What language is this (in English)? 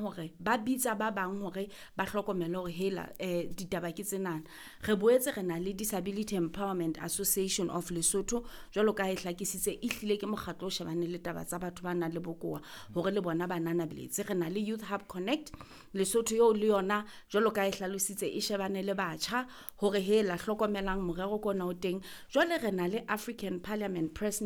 Southern Sotho